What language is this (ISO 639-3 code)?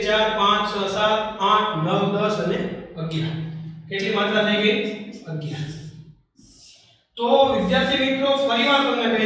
guj